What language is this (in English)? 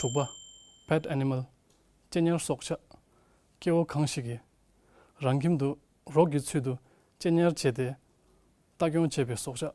Tibetan